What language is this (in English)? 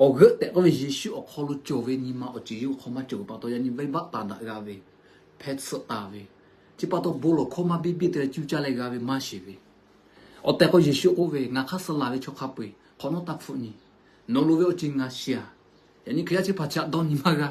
Lahu